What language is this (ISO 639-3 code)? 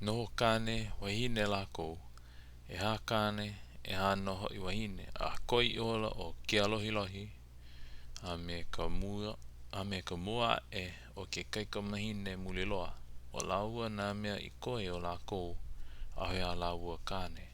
haw